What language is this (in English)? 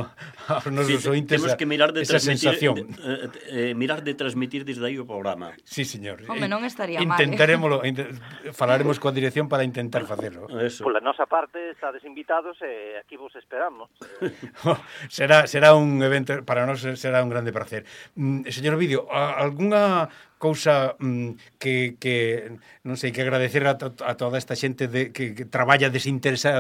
Galician